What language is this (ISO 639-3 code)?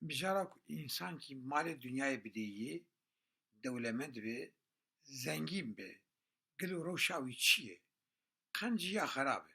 kur